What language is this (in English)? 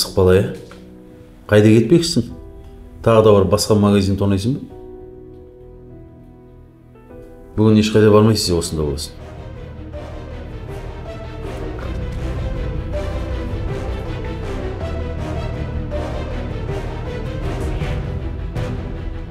Kazakh